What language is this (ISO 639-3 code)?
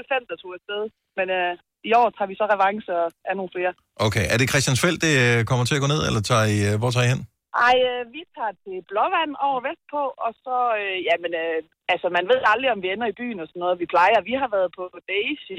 dan